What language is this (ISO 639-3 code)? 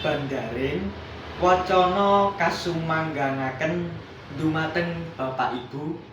jav